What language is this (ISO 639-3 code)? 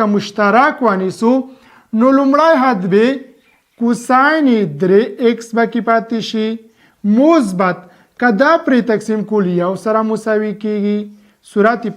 pus